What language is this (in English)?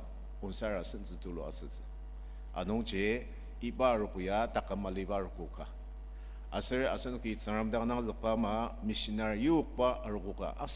Ao Naga